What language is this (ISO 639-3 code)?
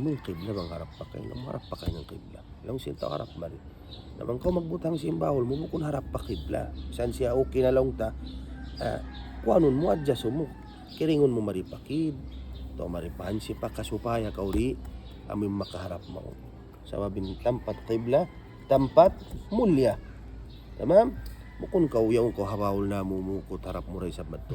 tsg